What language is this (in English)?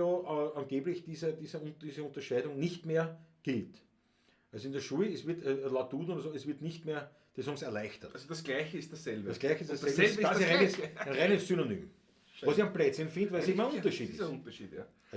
Bavarian